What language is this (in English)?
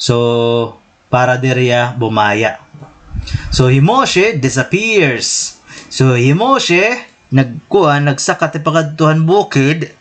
Waray